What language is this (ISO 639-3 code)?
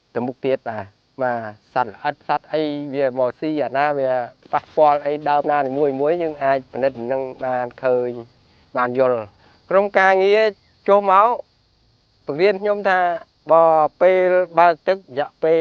khm